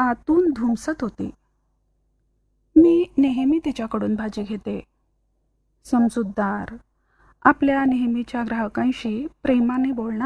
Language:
Marathi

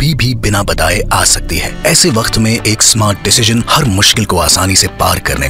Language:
Hindi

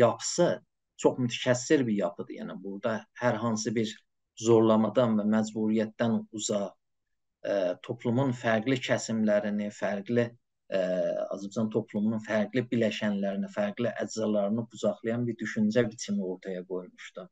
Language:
South Azerbaijani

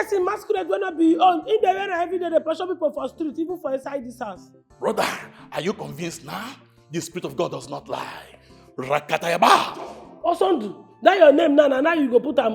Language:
Nigerian Pidgin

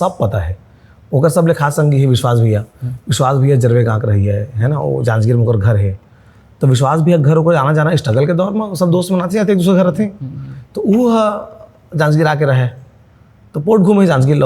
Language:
Chhattisgarhi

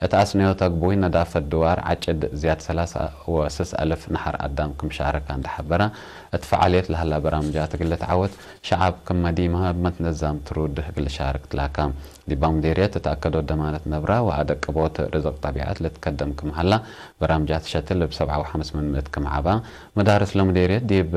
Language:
Tigre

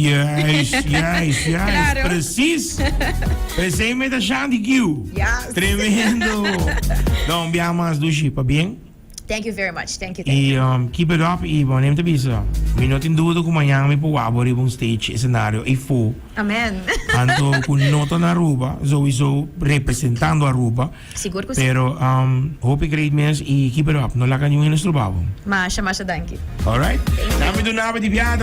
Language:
Papiamento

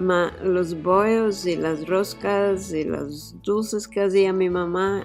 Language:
Ladino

